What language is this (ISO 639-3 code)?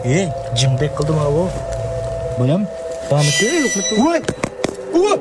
uig